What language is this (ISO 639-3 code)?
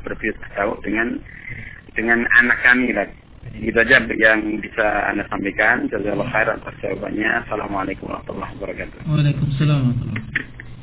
ind